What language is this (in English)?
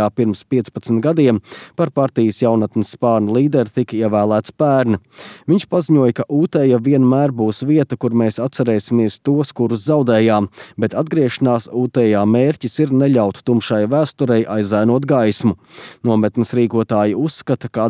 Latvian